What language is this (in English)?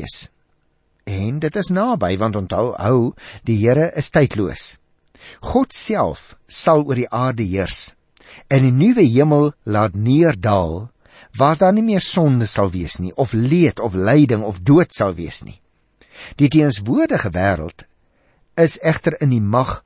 Afrikaans